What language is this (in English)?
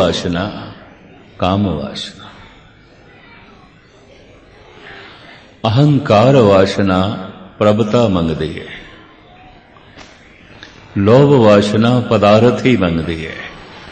Punjabi